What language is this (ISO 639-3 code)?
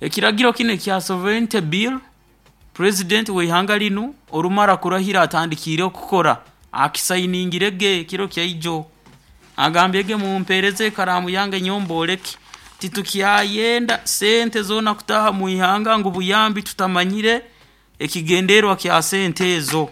nyo